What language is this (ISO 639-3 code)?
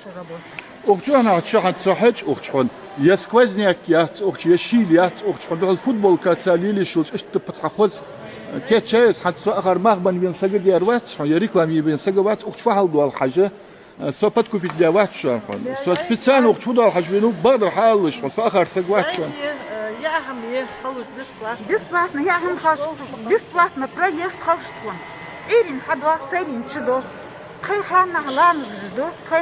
inh